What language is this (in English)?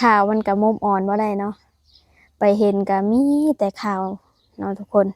Lao